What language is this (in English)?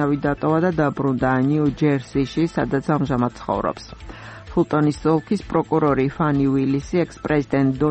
Georgian